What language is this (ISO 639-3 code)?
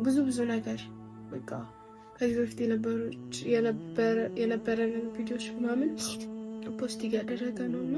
amh